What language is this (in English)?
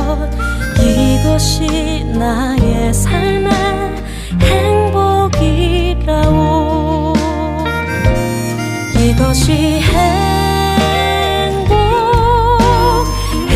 Korean